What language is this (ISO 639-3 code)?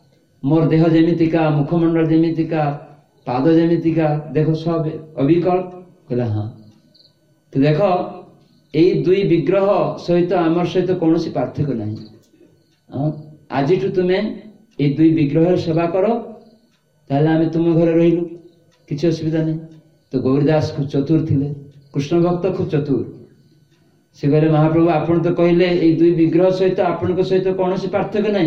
ori